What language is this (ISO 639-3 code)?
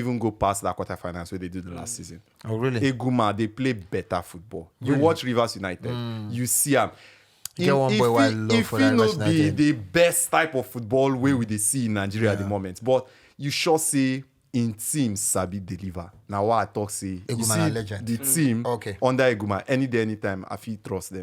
pcm